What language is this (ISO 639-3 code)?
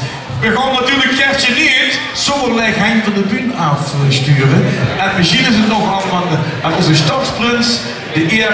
lim